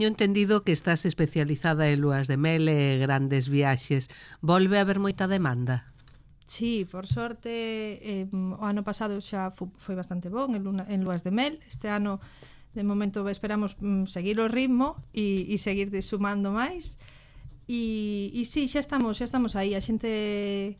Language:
Galician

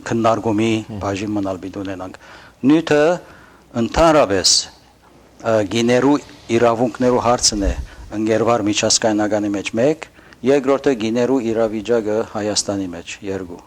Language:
Western Armenian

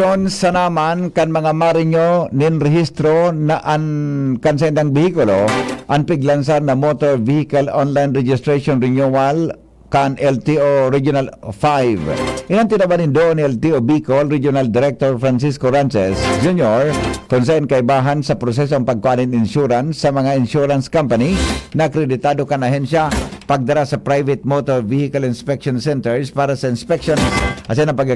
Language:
Bikol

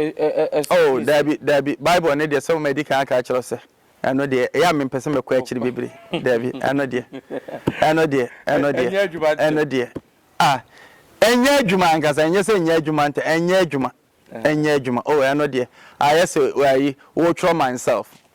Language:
Akan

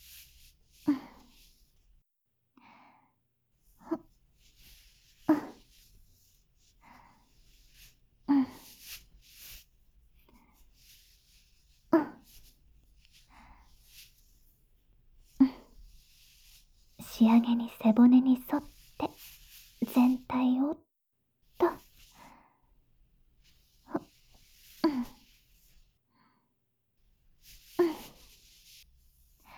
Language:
Japanese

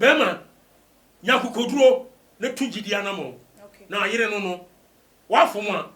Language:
Akan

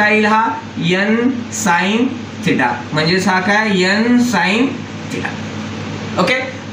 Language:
Marathi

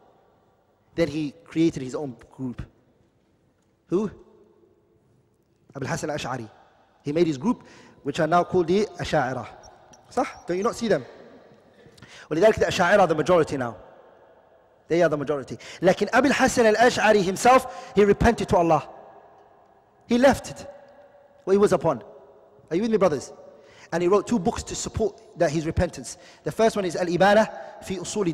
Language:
English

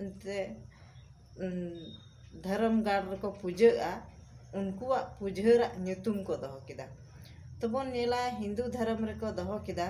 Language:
Santali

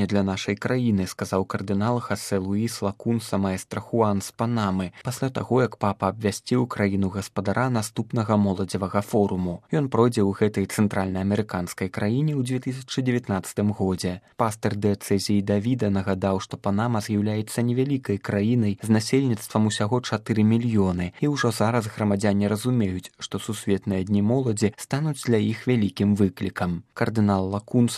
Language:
Belarusian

